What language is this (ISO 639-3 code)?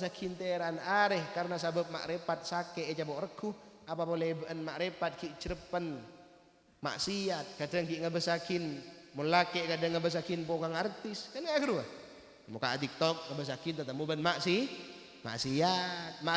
mad